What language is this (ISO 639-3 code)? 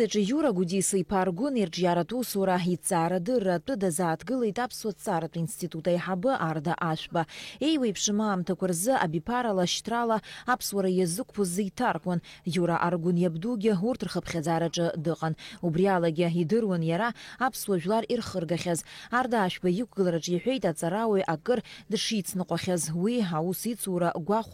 abk